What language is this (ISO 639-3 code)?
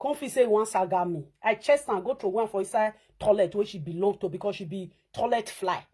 pcm